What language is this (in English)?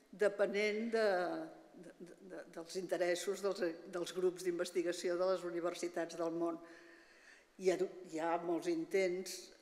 Catalan